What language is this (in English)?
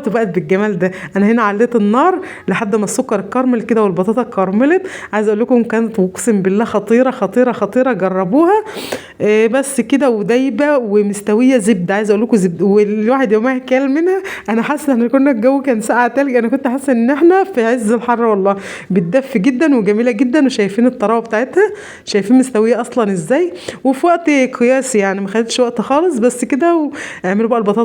Egyptian Arabic